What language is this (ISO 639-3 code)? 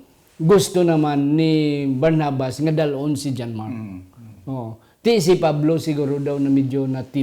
hil